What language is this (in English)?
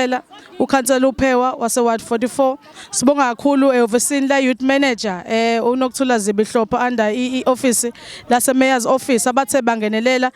Zulu